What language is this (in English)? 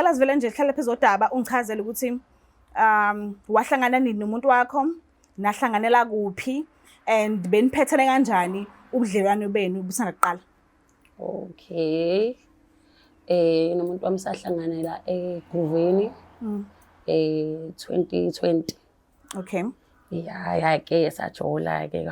Zulu